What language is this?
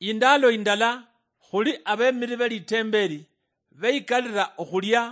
Luyia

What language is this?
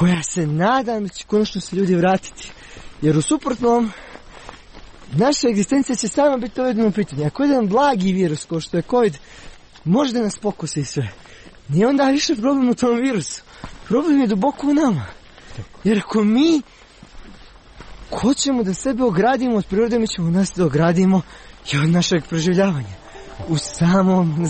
Serbian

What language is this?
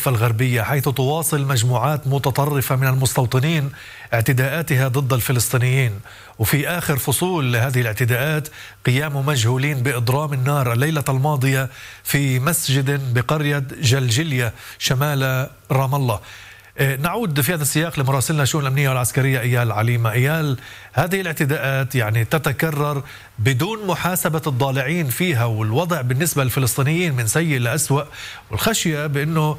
Arabic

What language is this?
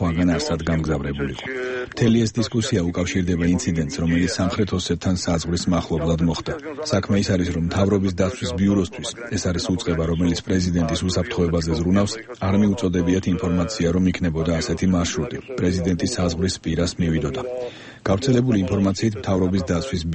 Georgian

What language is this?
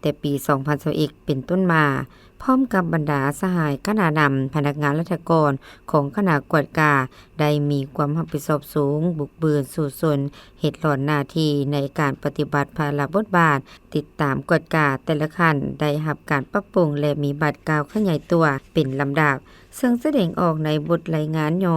Lao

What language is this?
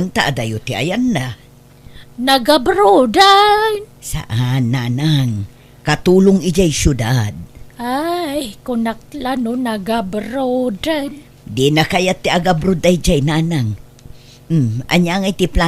Iloko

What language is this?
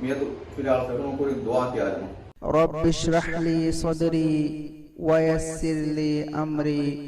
Divehi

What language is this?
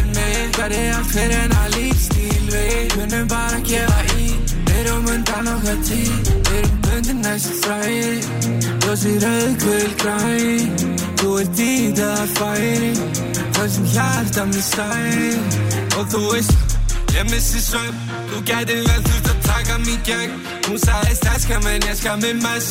Icelandic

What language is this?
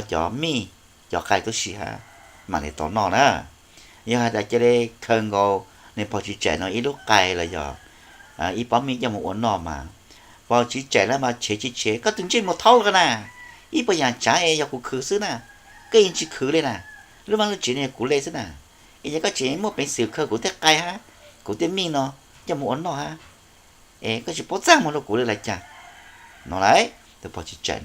Hmong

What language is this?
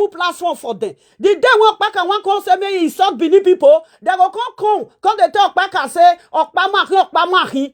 Nigerian Pidgin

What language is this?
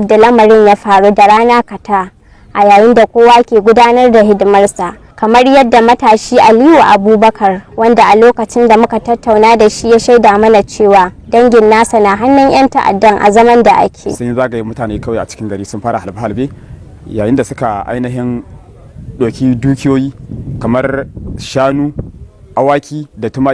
Hausa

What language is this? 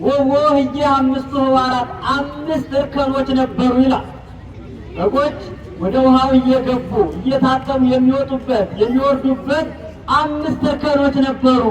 Amharic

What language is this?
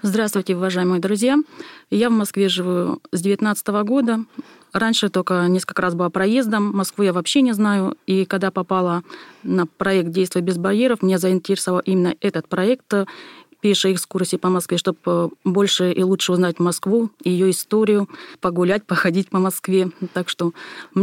Russian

